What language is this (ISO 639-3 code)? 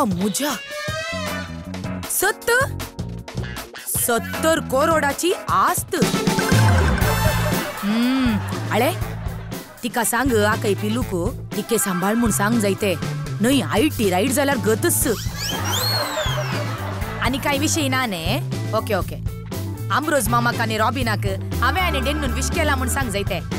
kok